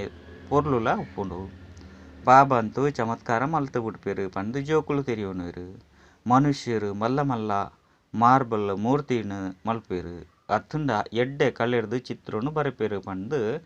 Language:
Tulu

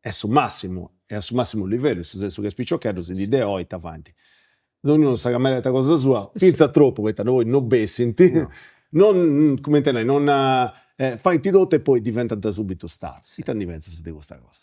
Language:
Sardinian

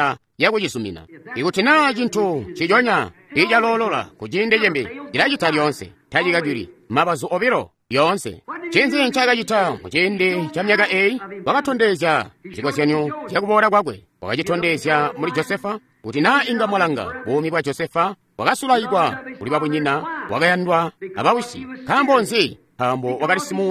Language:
Tonga (Zambia)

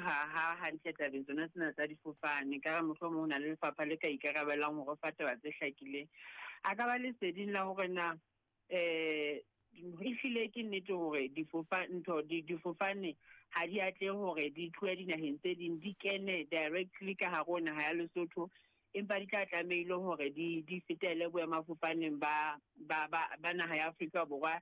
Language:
Southern Sotho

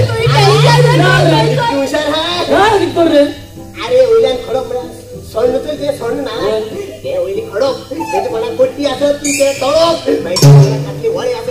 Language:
Konkani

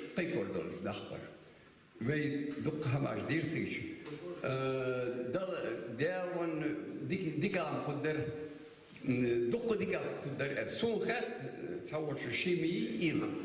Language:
Ingush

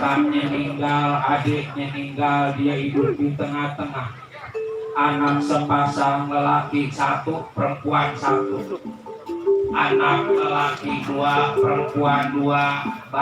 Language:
Betawi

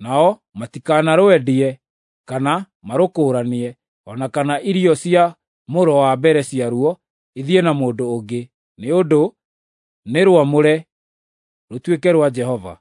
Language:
Kikuyu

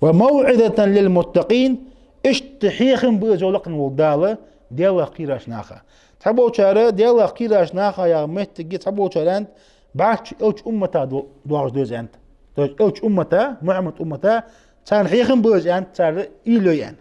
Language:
Ingush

